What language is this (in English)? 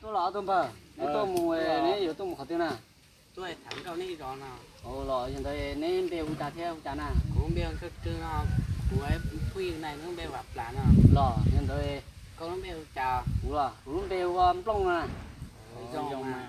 Hmong